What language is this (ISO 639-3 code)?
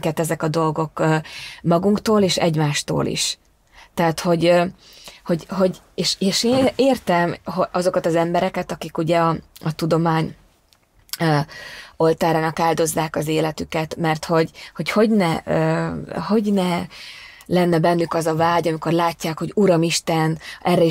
hun